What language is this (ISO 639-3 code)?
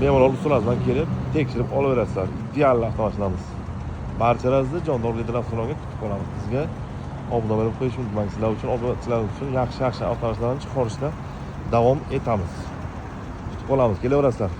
uzb